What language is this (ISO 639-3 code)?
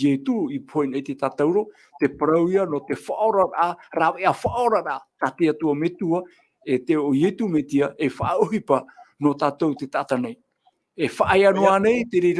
tah